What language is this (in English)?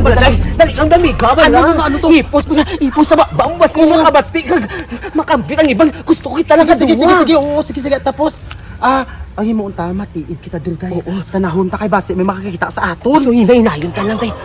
Hiligaynon